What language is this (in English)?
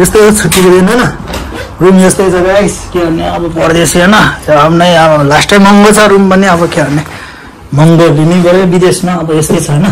Nepali